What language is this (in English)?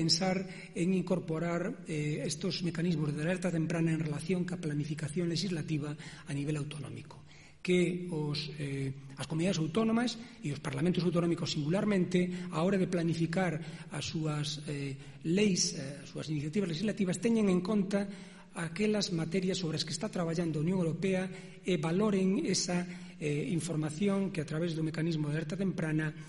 Galician